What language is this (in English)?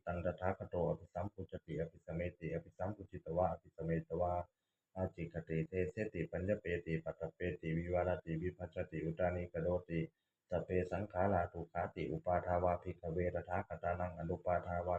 Pali